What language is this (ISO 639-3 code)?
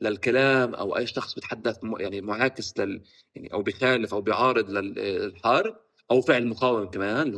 apc